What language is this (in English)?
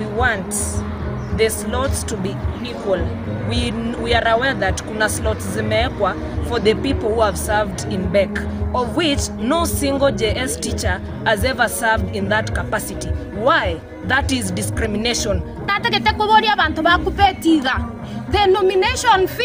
Gusii